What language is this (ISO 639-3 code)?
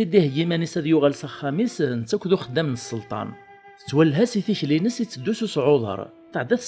kab